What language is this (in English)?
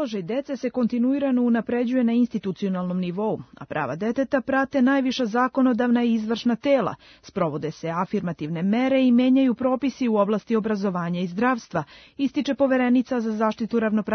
Serbian